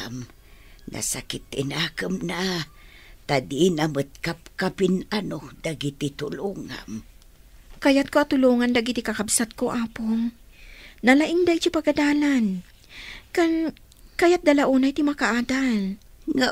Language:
Iloko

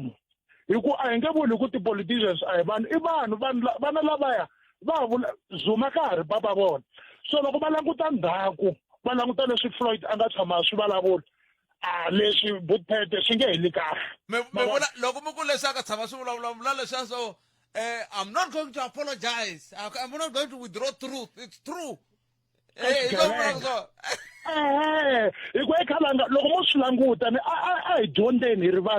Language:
Tsonga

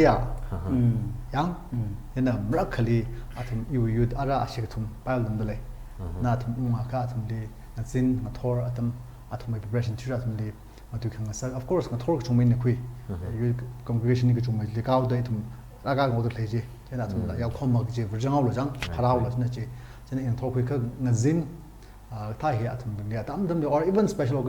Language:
Tangkhul Naga (India)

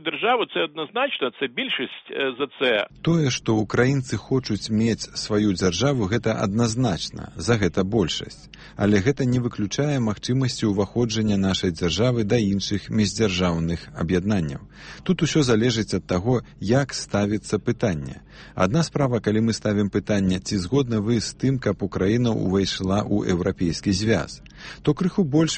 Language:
Belarusian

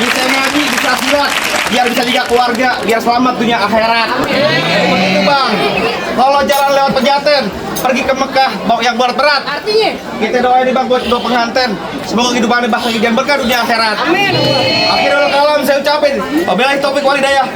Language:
Betawi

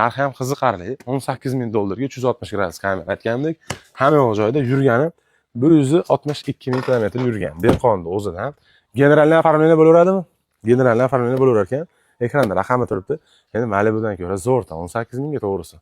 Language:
Uzbek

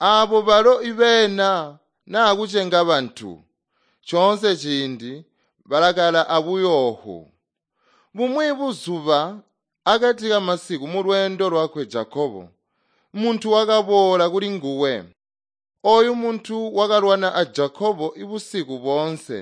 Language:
Tonga (Zambia)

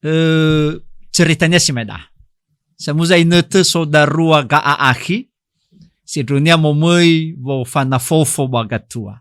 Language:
Nias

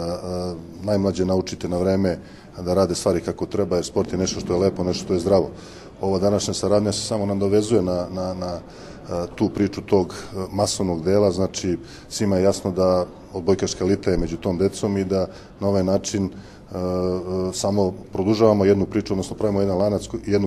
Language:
Serbian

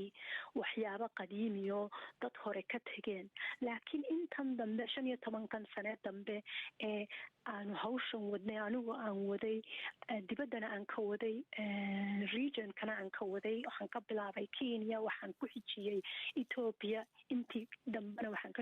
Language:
Somali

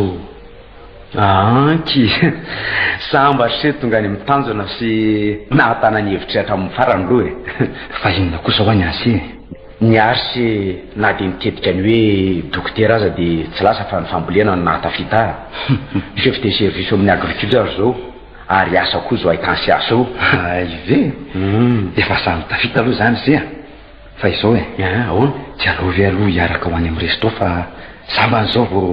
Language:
Malagasy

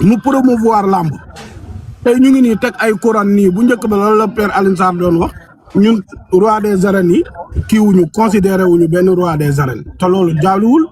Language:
Wolof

